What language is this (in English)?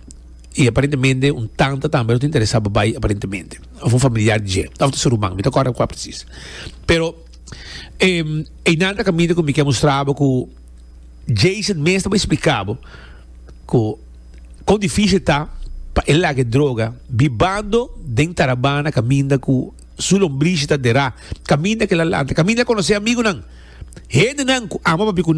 Papiamento